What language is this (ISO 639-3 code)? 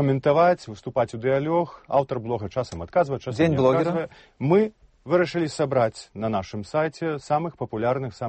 bel